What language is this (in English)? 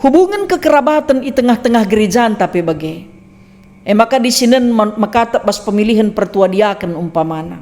Batak Karo